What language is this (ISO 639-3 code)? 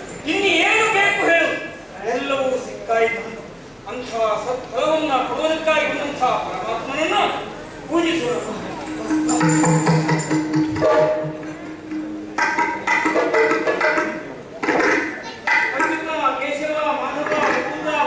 kan